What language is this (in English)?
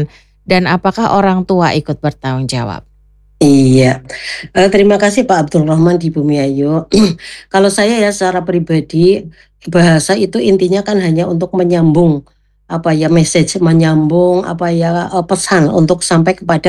Indonesian